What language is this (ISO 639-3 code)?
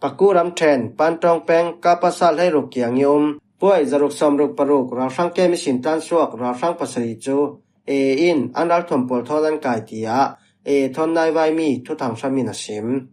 cfm